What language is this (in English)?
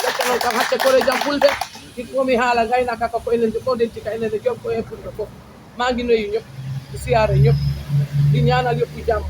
Fula